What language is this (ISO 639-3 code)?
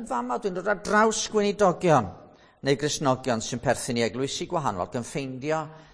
cym